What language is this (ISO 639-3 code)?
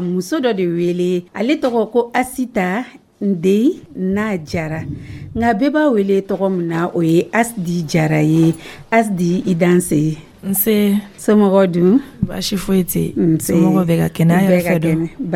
dyu